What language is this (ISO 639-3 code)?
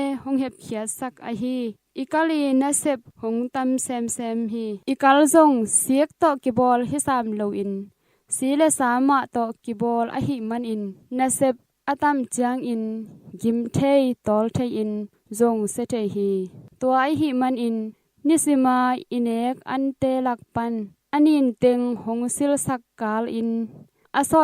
ctd